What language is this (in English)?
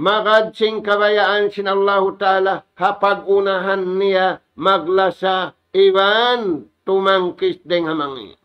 Tausug